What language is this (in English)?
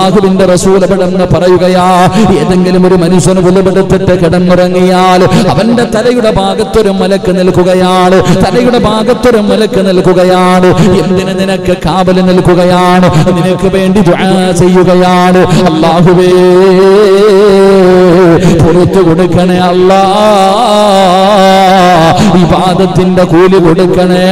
Malayalam